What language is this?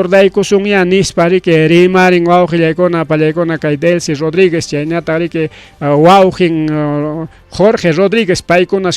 Ayacucho Quechua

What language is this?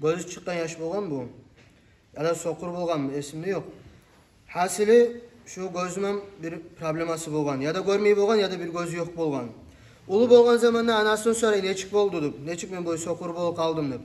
Kumyk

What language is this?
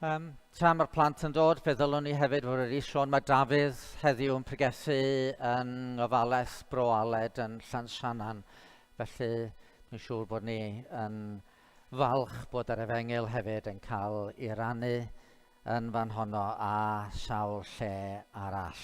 Welsh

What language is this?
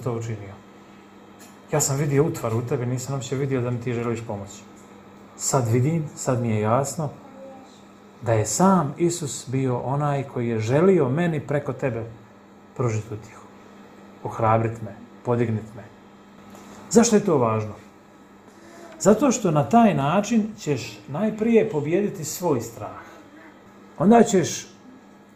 Croatian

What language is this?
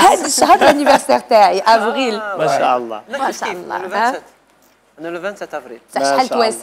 Algerian Arabic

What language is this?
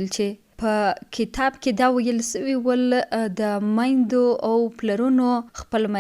Pashto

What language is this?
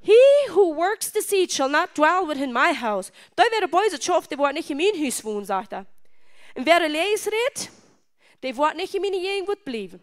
Plautdietsch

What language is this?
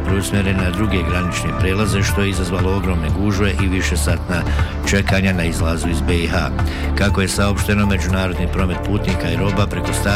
Bosnian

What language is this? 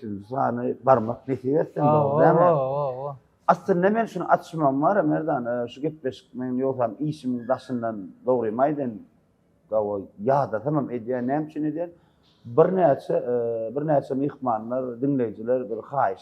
Turkmen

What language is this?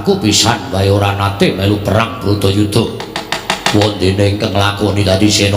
Javanese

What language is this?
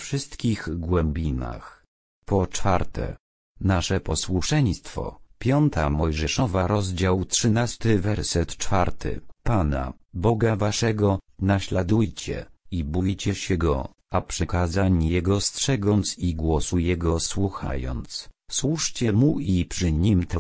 Polish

